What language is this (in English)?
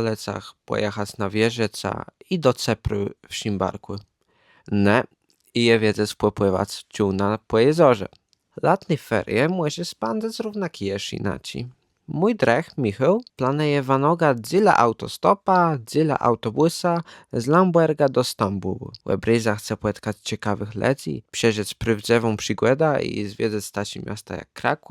Kashubian